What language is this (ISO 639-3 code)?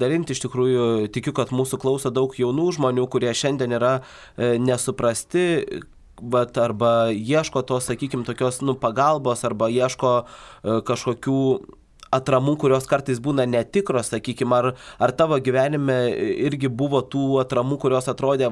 lit